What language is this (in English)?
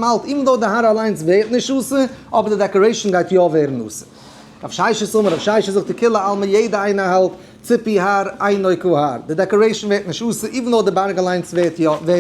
Yiddish